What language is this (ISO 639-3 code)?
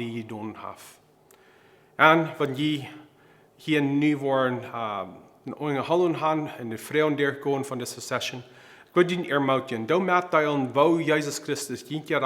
pdt